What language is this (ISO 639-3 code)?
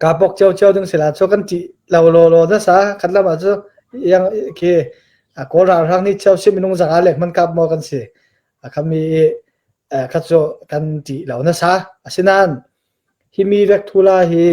cnh